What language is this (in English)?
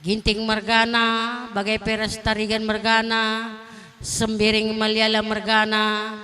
Batak Karo